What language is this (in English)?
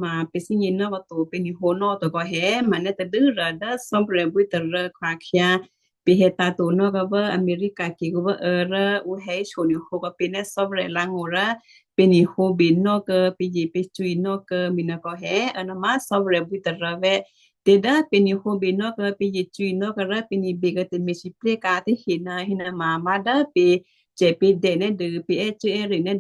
Western Kayah